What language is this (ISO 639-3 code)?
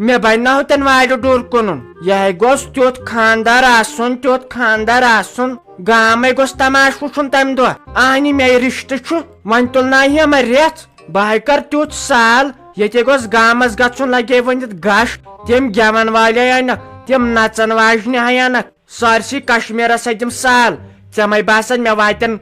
kas